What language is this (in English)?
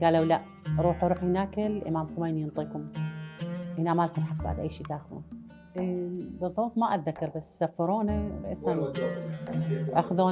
Mesopotamian Arabic